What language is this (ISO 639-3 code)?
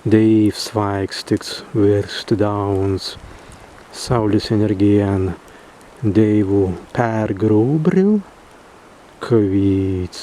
prg